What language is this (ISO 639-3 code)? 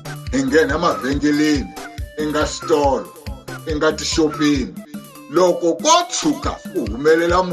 tso